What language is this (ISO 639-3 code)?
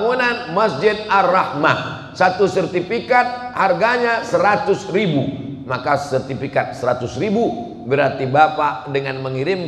ind